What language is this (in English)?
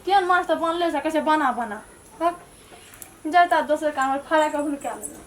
Maithili